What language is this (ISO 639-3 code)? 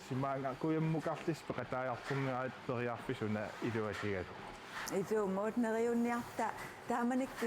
kal